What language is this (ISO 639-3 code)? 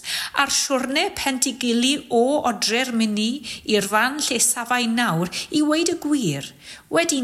cym